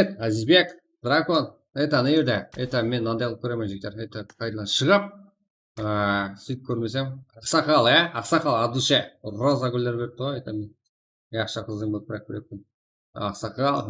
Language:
Kara-Kalpak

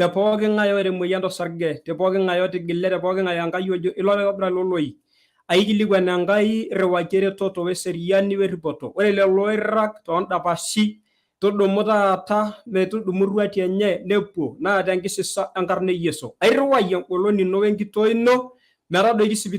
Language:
Masai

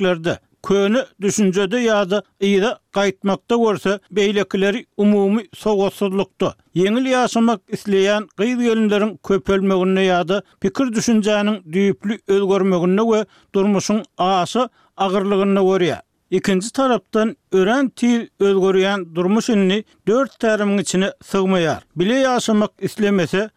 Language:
Turkmen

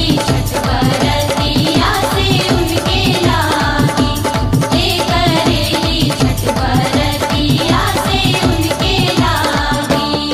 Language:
Bhojpuri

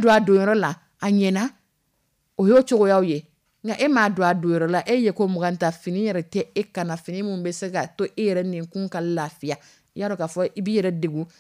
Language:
Dyula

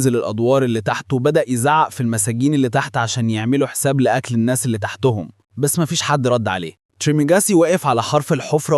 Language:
Egyptian Arabic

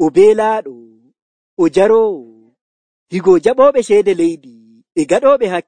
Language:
Nigerian Fulfulde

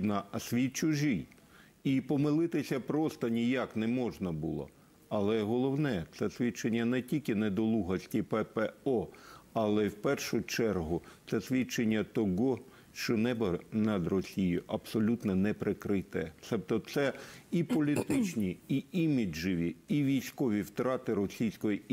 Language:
Ukrainian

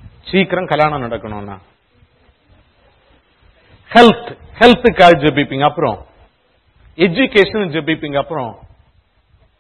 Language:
Tamil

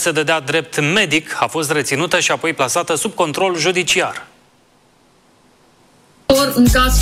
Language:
Romanian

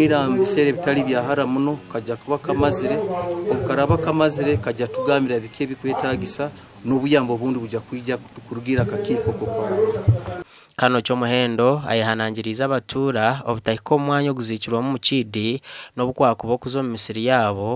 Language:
Nyankole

